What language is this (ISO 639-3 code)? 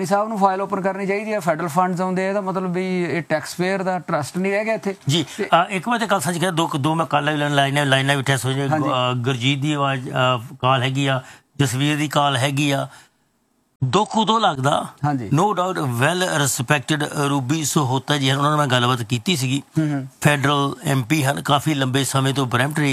pan